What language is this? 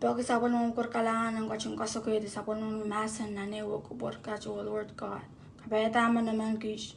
Pohnpeian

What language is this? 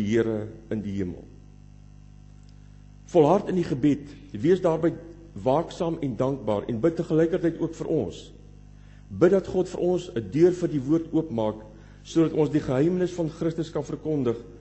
Afrikaans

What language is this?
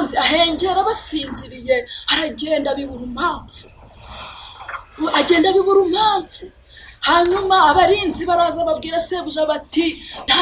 Kinyarwanda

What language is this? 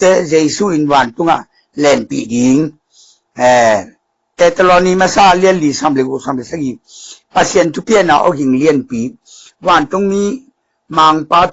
Tedim Chin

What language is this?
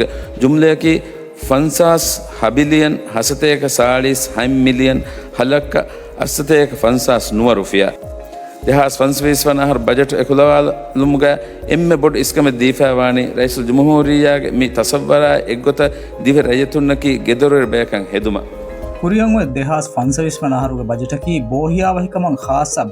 Divehi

